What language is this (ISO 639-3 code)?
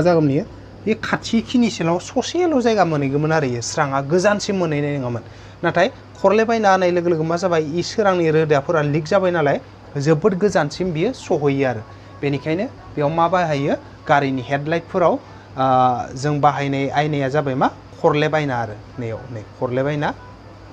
brx